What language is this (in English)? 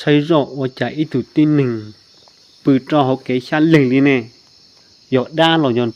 Hmong